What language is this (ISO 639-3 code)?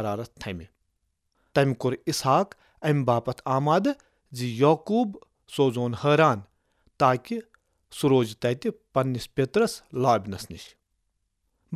kas